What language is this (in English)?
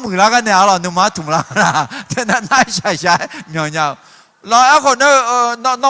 Akha